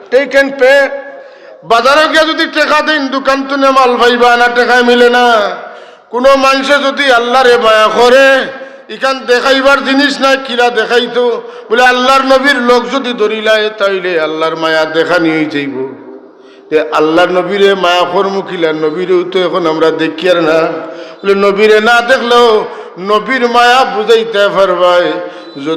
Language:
Sylheti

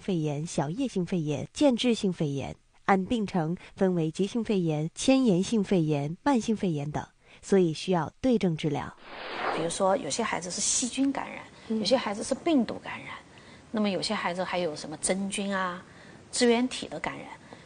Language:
Chinese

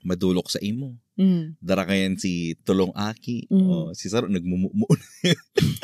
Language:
Bikol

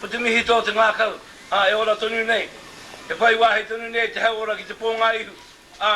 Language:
Māori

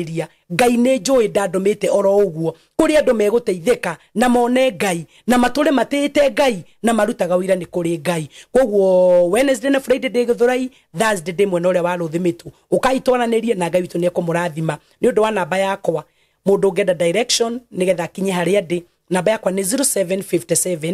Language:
Kikuyu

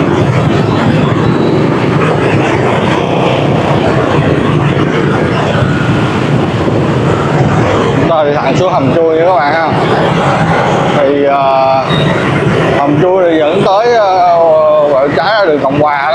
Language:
Vietnamese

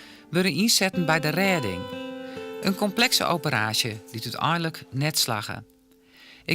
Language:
Western Frisian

